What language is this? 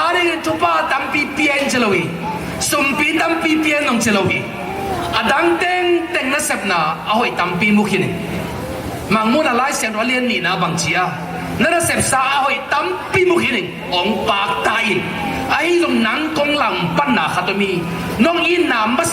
Tedim Chin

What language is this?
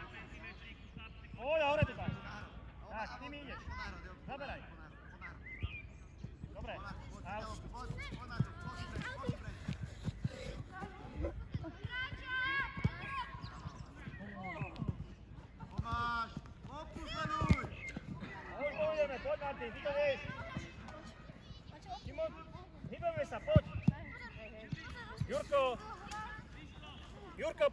Slovak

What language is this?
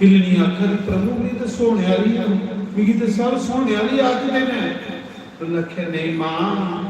Dogri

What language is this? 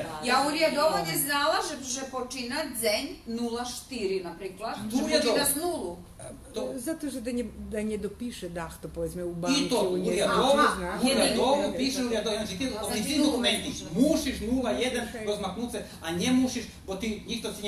Rusyn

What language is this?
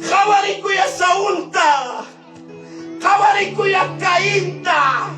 Ayacucho Quechua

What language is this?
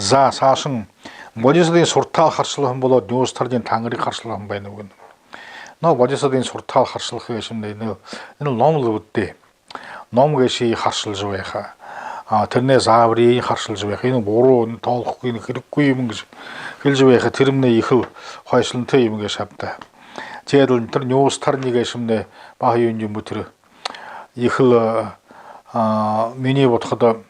Buriat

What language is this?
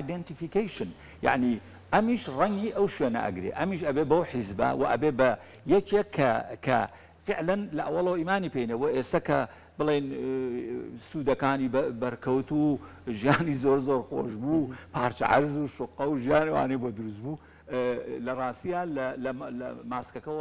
Central Kurdish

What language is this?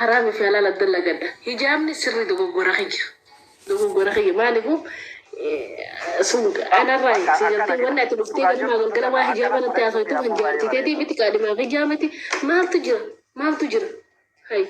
Oromo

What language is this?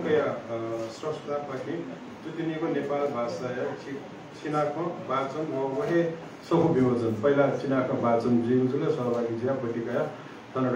Newari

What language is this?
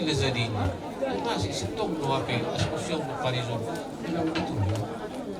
Batak Simalungun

